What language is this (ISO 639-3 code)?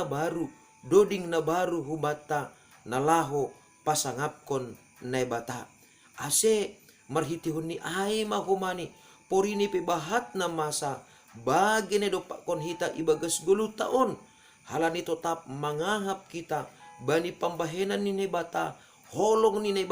bts